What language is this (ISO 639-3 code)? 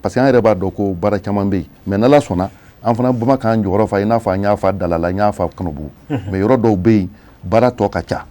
bam